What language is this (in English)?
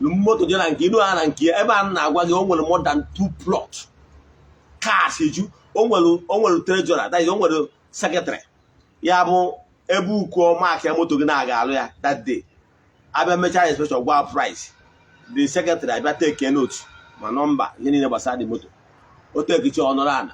Igbo